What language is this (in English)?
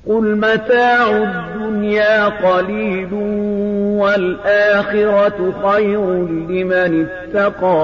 Arabic